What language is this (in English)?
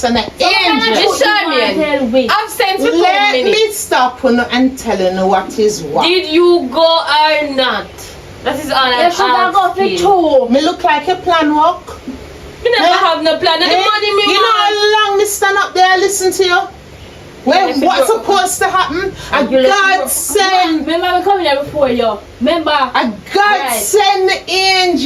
Jamaican Creole English